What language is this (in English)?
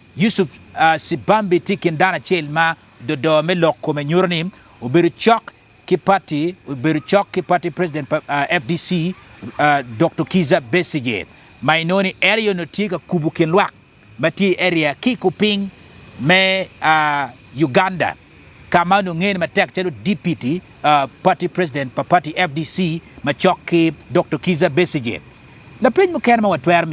Acoli